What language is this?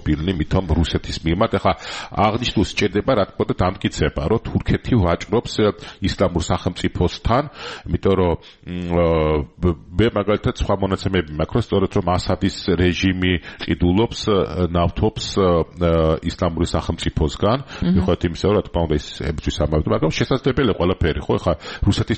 Georgian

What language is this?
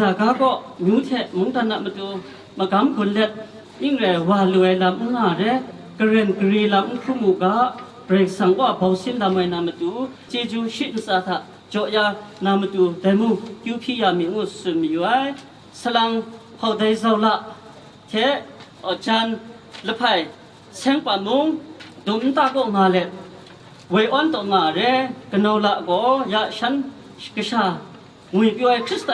Kachin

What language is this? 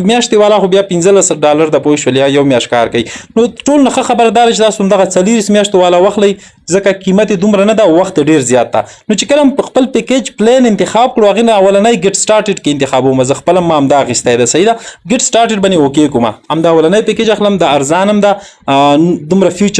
Pashto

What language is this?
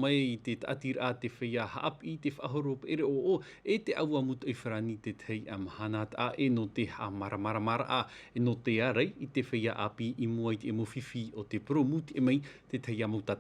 Tahitian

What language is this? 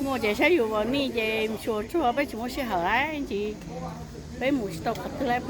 Hmong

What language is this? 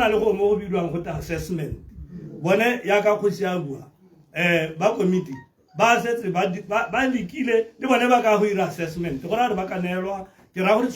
Tswana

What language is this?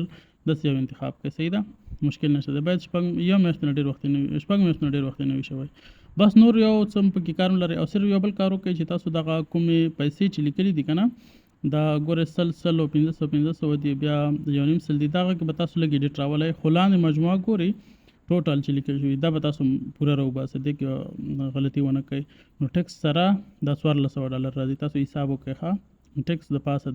Pashto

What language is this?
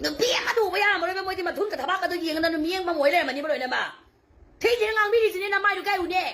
Manipuri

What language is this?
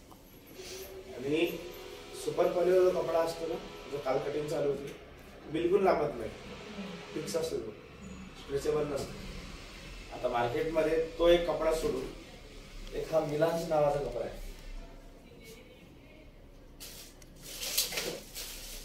Marathi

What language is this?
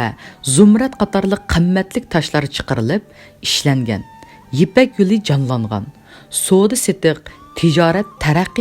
Uyghur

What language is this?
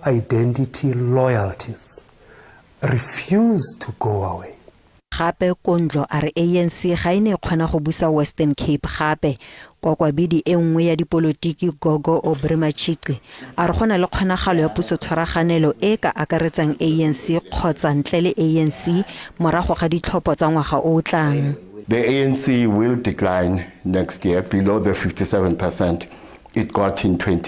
Tswana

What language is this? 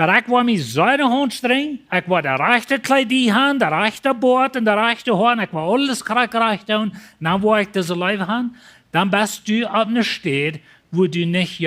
Plautdietsch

